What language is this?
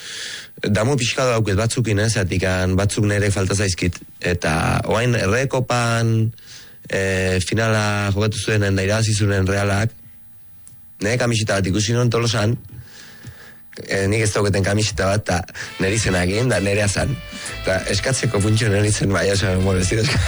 Basque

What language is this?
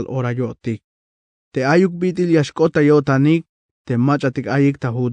Tzeltal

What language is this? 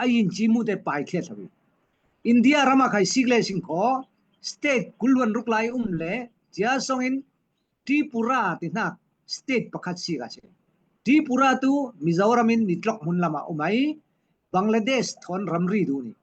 Falam Chin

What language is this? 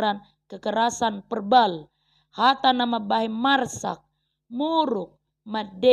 Batak Toba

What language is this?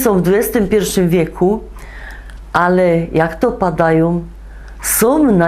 Silesian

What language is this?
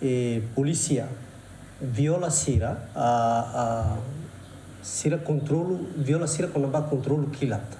Tetum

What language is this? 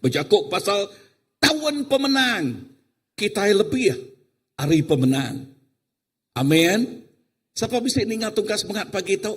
Iban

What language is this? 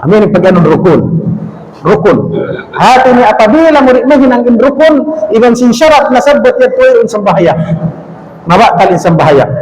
Tausug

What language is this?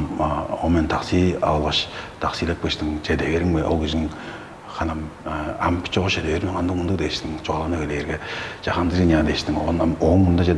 Tuvinian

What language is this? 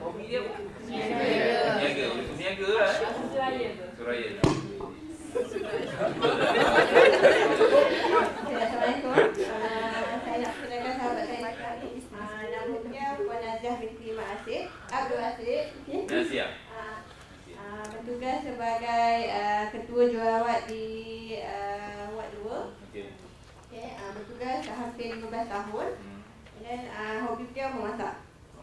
Malay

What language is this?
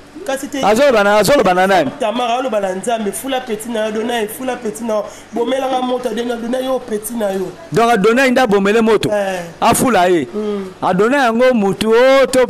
Lingala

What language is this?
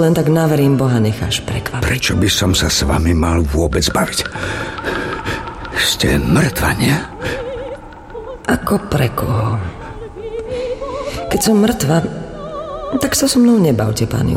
Slovak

